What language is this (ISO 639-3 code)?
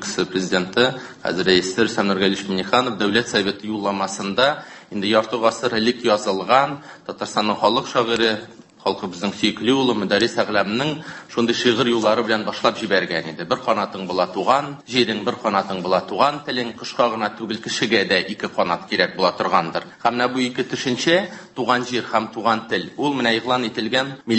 tat